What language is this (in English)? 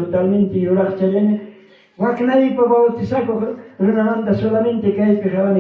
Ayacucho Quechua